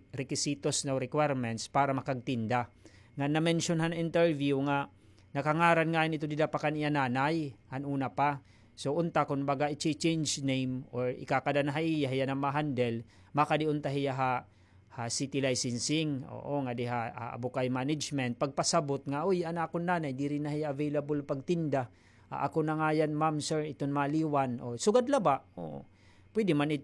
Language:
Waray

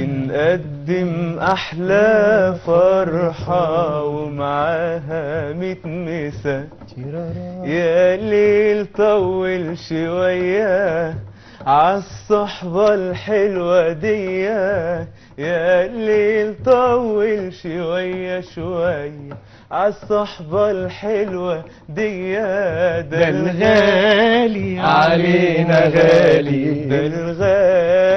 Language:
Egyptian Arabic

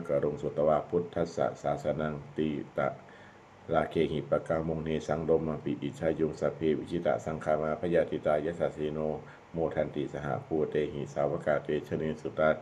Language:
Pali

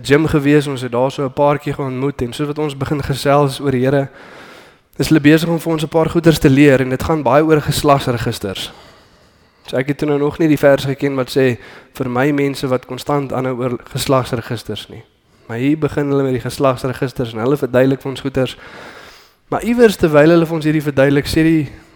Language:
Afrikaans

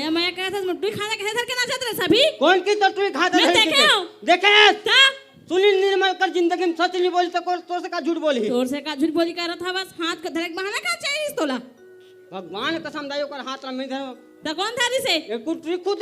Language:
Chhattisgarhi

